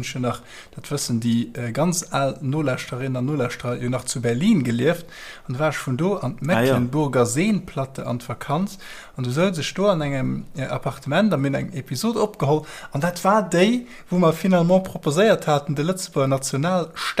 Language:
Luxembourgish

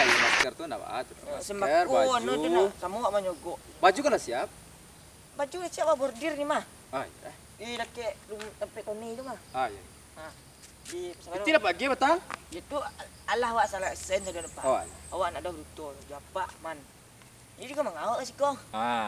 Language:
Minangkabau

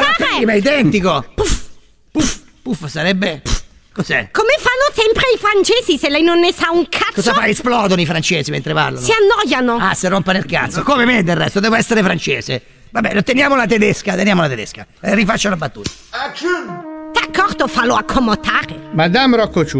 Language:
Italian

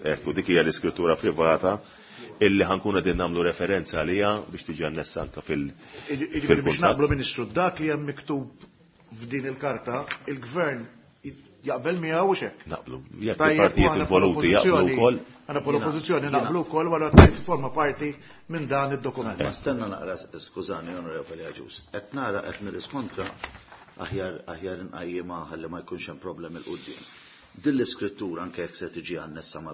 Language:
Maltese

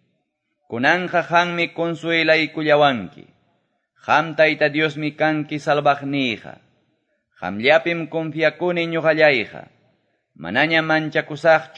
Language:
Quechua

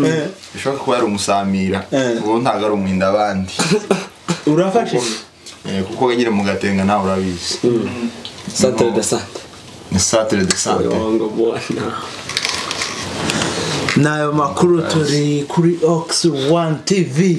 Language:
Kinyarwanda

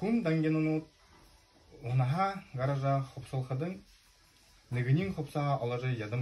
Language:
Buriat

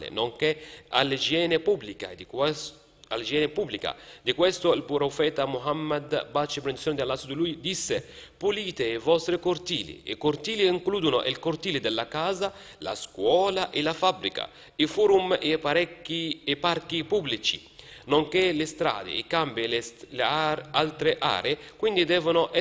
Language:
Italian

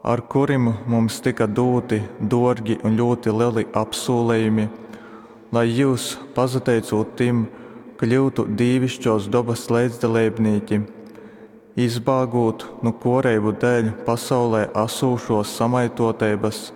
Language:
Latgalian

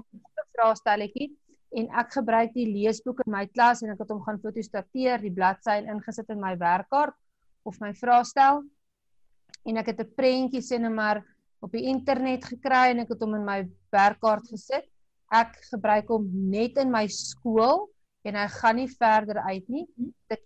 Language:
Afrikaans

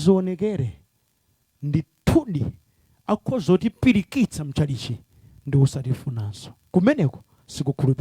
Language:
Nyanja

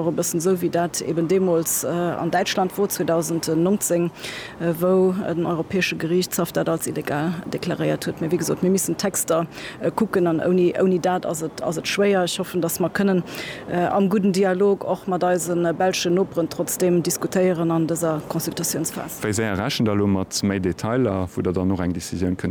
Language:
Luxembourgish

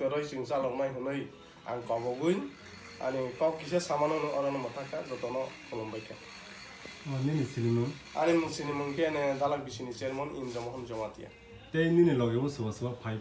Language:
Kok Borok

